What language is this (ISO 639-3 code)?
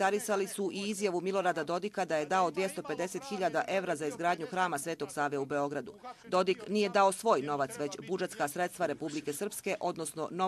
hrv